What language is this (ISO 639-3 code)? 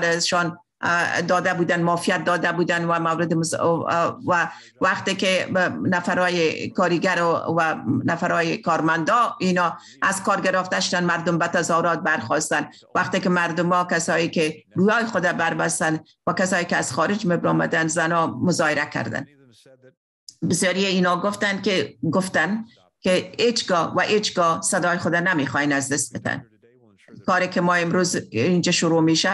fas